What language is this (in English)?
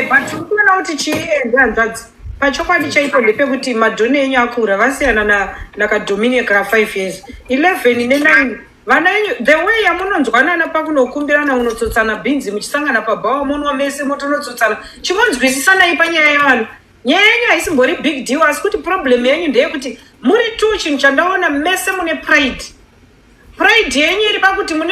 Shona